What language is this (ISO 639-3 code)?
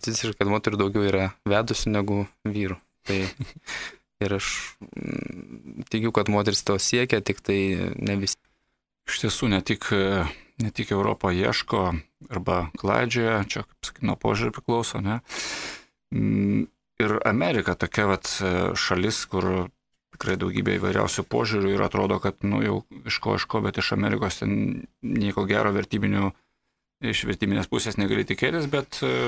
lit